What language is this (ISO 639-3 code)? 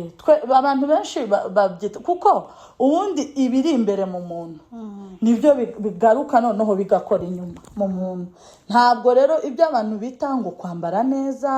kin